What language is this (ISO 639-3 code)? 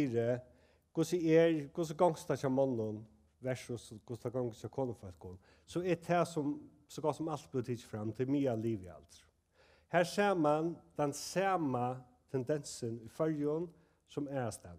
fao